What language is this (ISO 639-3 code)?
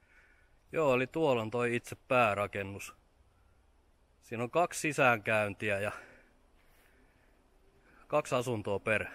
fin